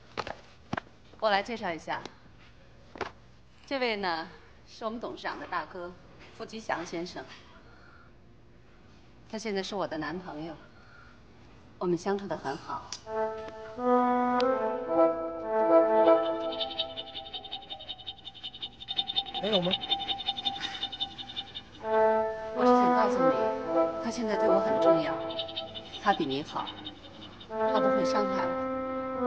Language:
Chinese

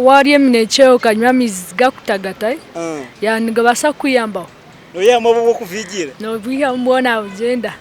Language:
Nyankole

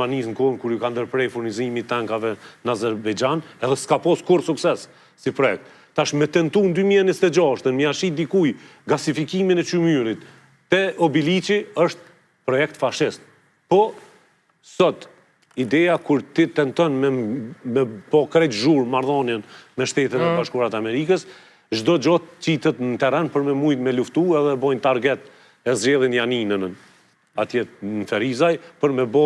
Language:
Albanian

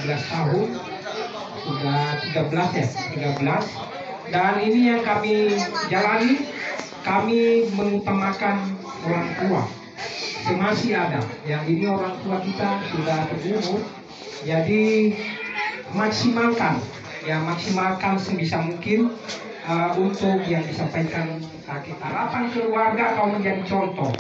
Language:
Nias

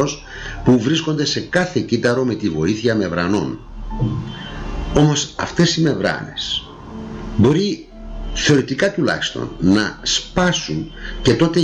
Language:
Greek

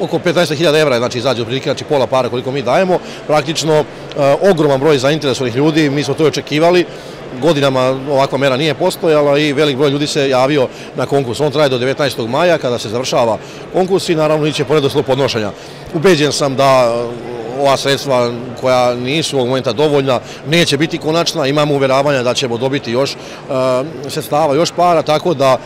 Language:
Serbian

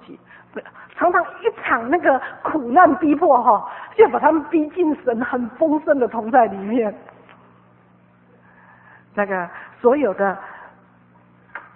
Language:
Chinese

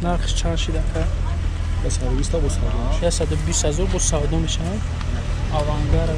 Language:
Tajik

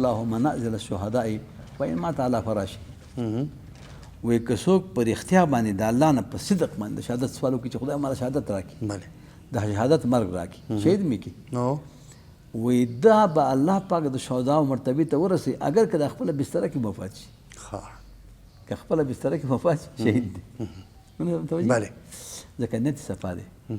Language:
Pashto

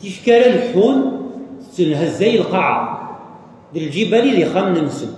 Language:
Kabyle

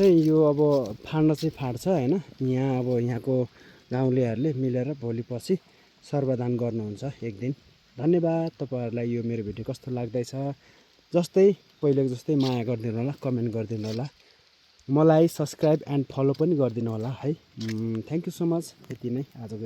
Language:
Nepali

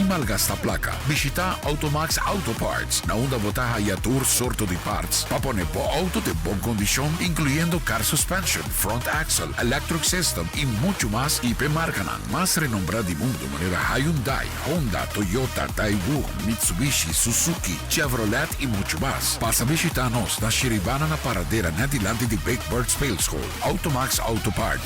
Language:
Papiamento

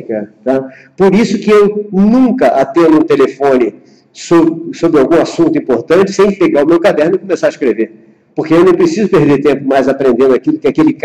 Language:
Portuguese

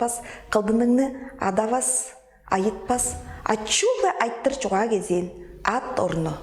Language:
Tuvinian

